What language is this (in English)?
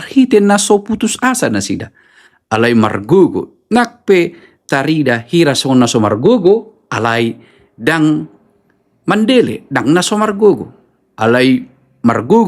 Batak Toba